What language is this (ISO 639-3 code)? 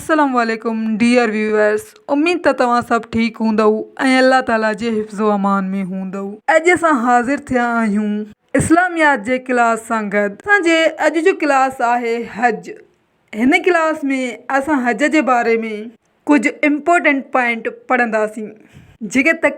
snd